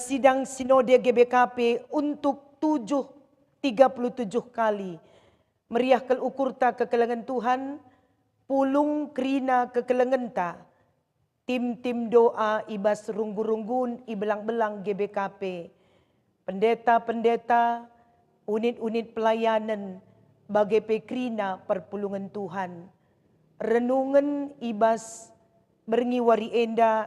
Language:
Batak Karo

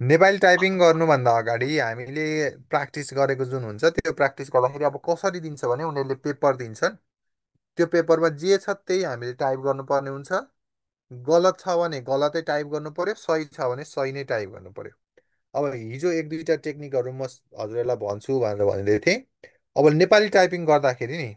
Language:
Nepali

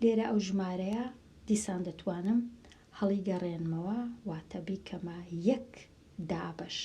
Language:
Central Kurdish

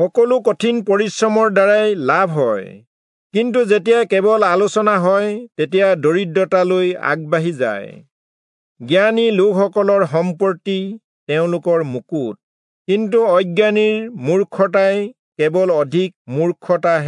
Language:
Assamese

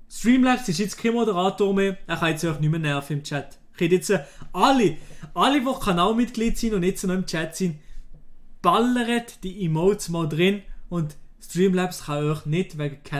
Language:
Swiss German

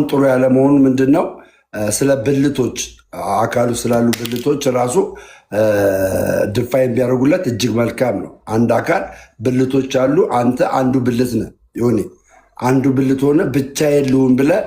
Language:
Amharic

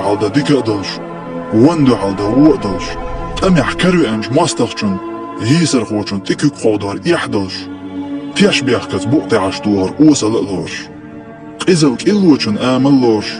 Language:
Chechen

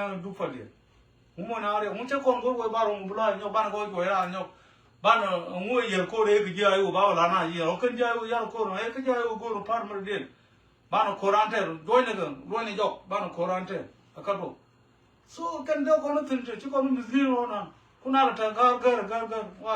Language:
Nuer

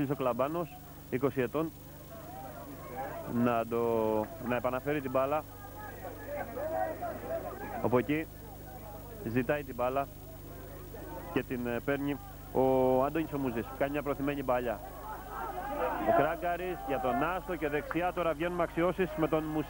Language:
Greek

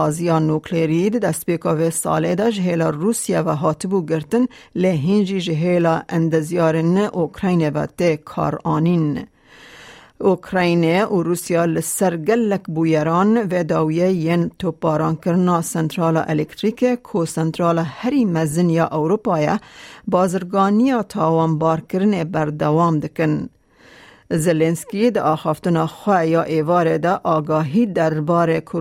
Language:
Kurdish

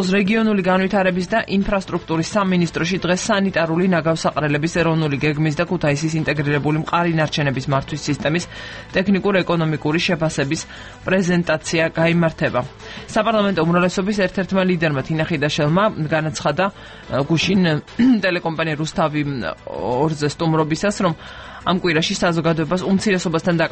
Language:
Georgian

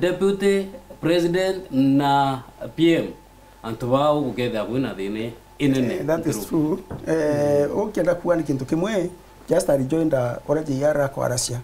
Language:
Meru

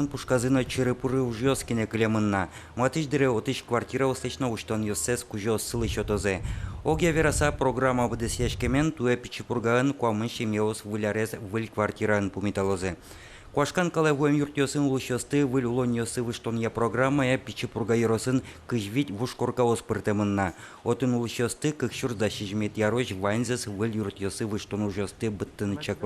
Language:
Udmurt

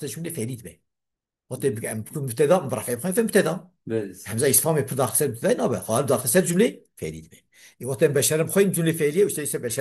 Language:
Kurdish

